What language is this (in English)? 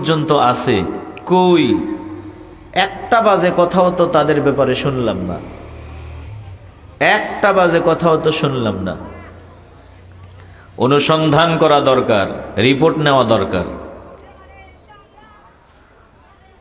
Bangla